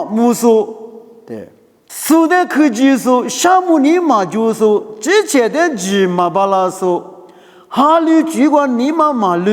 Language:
Lisu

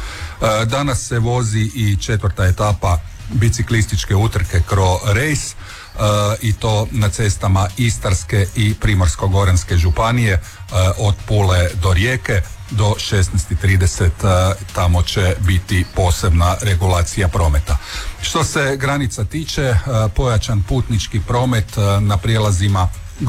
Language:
Croatian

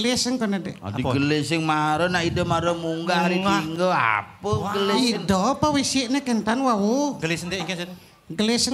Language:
Balinese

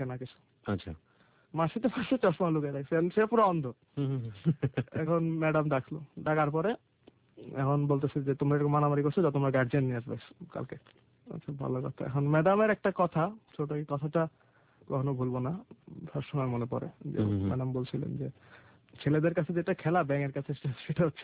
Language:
Bangla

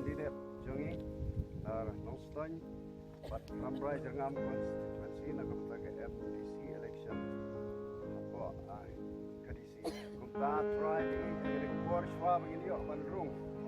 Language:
Khasi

